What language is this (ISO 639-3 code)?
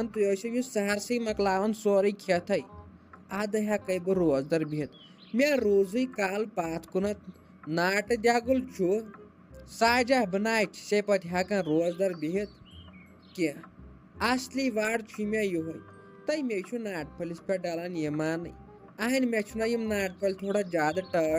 kas